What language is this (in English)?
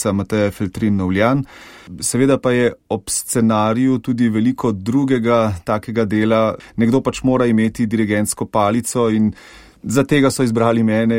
Slovenian